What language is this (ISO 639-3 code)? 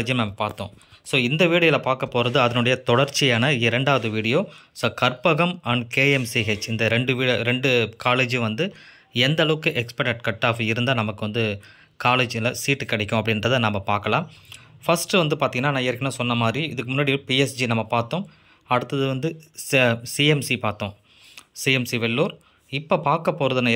tam